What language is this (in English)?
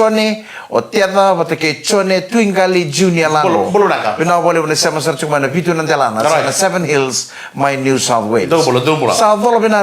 Fijian